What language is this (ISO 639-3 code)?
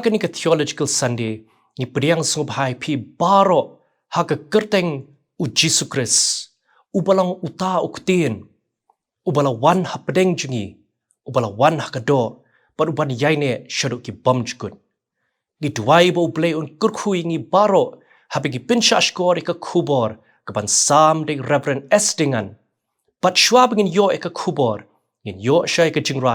kha